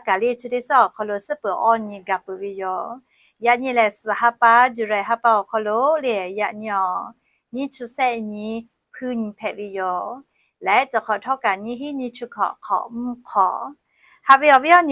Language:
Lahu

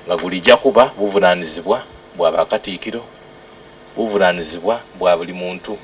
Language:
Soga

